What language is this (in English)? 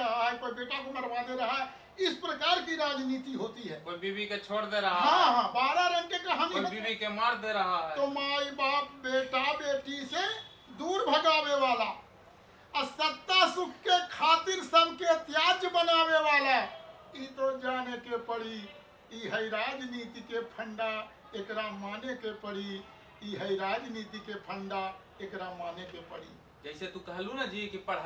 Magahi